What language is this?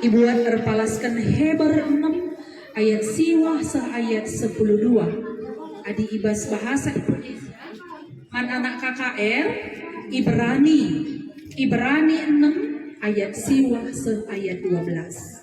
Batak Karo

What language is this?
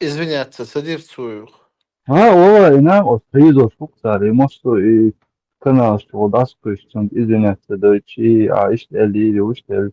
Chechen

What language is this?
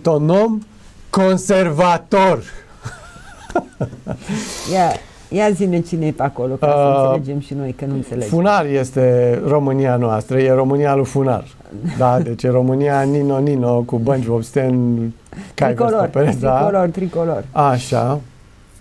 Romanian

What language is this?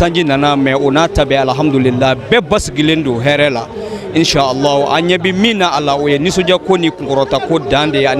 Bambara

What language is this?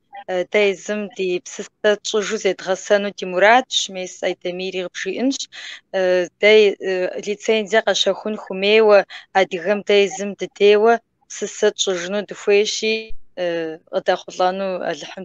Kabardian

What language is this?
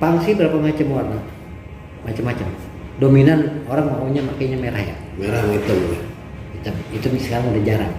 Betawi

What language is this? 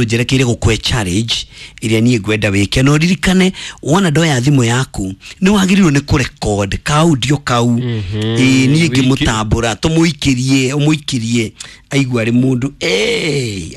Kikuyu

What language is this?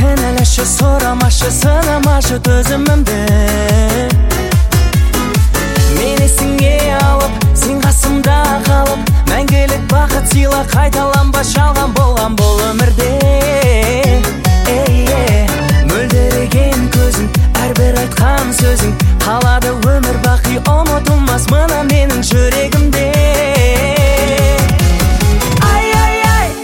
Kazakh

